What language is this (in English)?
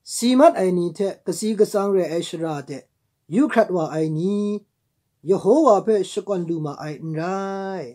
Kachin